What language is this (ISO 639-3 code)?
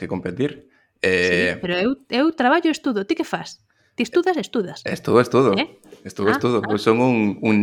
glg